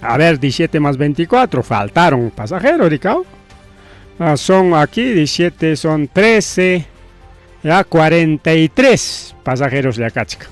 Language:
Ayacucho Quechua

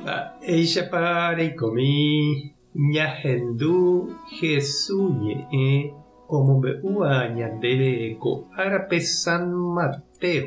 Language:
Guarani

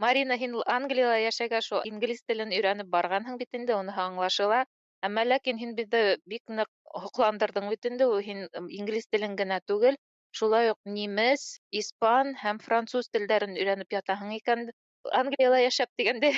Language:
Bashkir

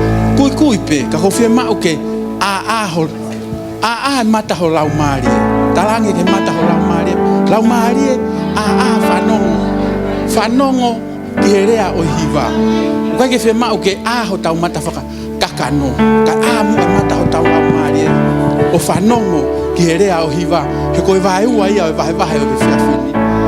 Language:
Tongan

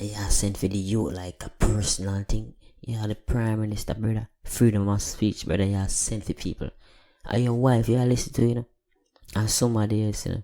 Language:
Jamaican Creole English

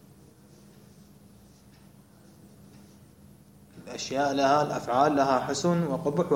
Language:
Arabic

